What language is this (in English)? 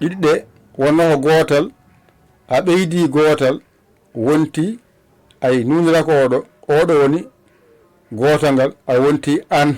Fula